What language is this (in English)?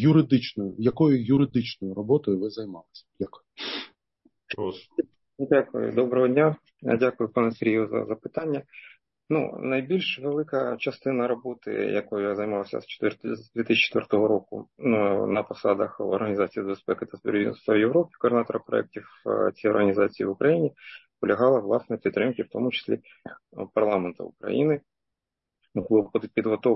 Ukrainian